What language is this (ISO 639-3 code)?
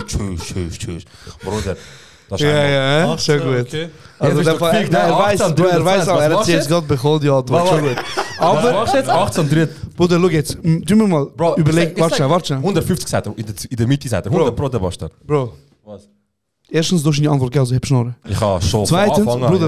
gsw